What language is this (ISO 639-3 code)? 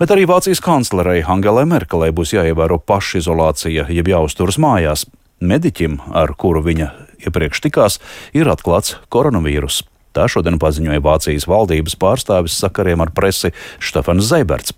lav